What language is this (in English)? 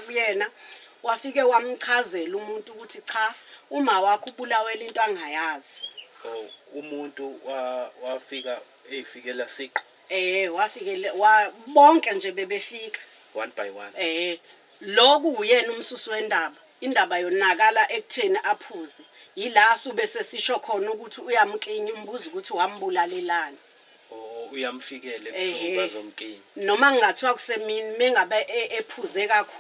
Zulu